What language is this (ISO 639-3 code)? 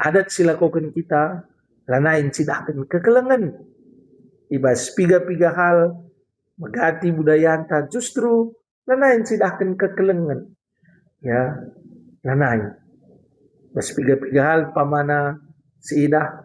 btx